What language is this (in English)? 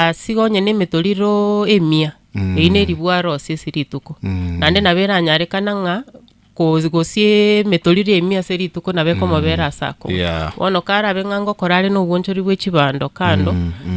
Gusii